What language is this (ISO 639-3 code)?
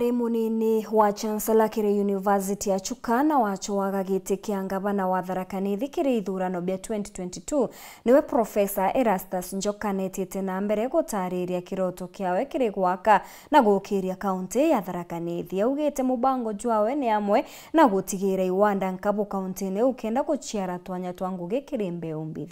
mer